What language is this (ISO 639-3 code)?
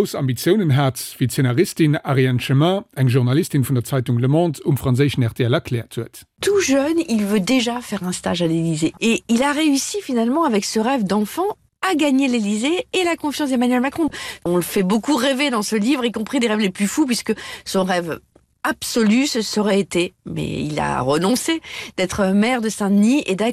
ltz